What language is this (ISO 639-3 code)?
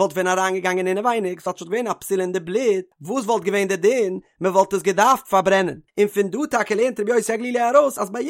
yid